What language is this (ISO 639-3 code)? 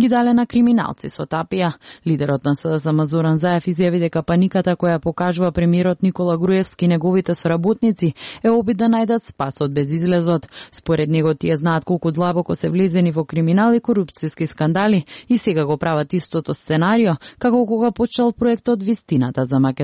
mkd